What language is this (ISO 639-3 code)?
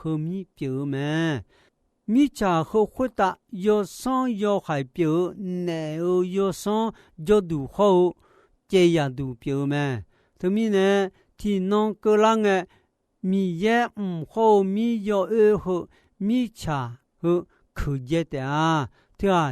ahk